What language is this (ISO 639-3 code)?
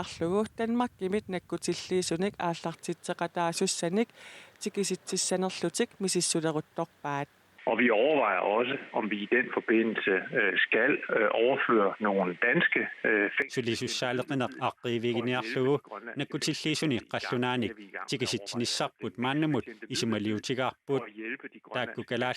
kal